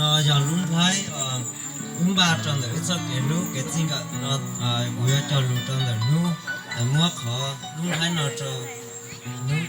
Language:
Hmong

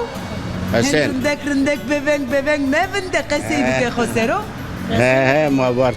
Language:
Zaza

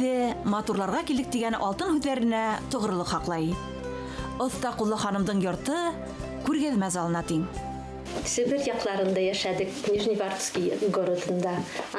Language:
Bashkir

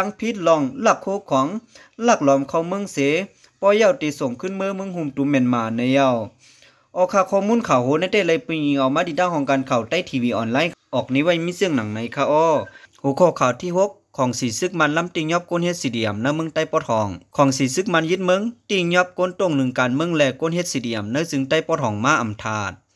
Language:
Lao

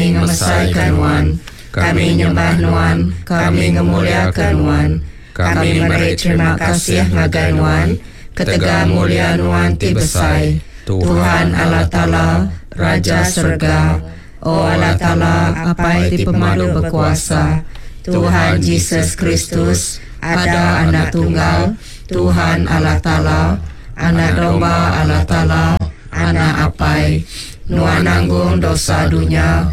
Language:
Iban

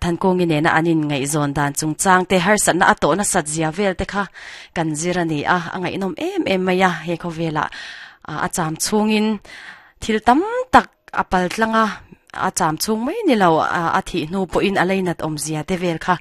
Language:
Mizo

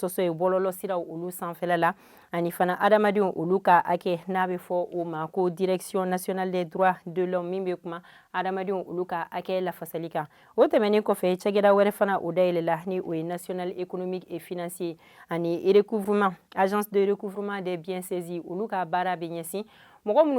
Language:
Bambara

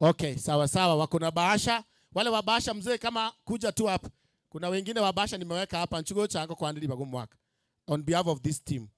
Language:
Gusii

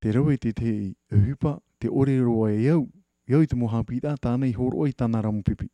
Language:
Tahitian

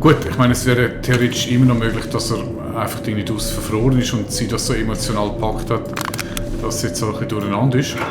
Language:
Swiss German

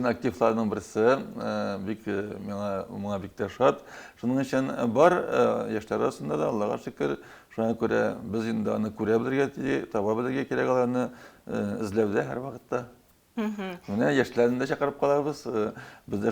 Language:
Tatar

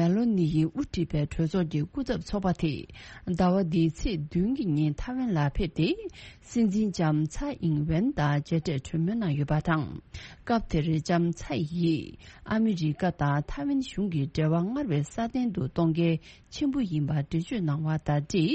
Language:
Tibetan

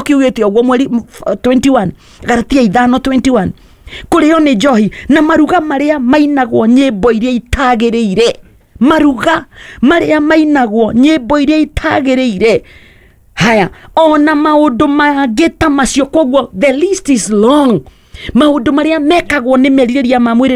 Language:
Kikuyu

